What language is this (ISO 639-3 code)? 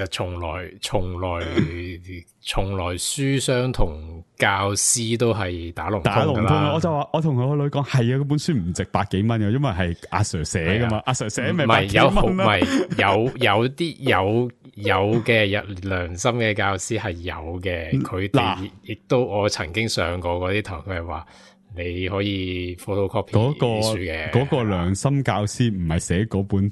yue